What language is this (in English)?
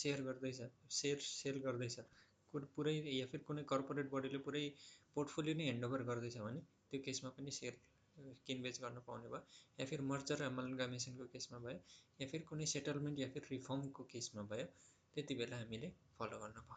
Nepali